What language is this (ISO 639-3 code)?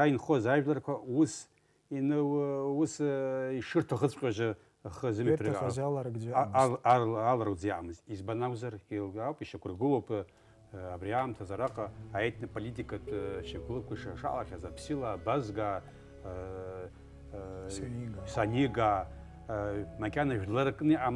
abk